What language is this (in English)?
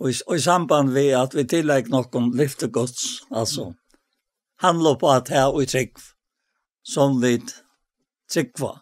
Faroese